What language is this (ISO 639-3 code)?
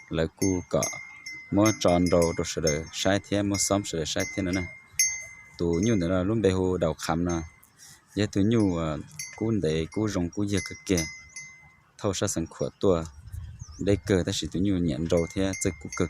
hmn